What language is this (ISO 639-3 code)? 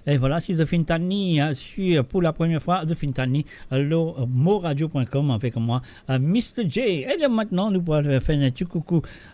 mfe